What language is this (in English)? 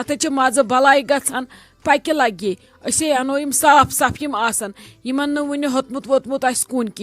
Kashmiri